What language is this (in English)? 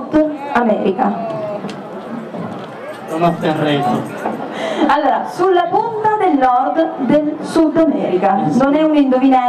Italian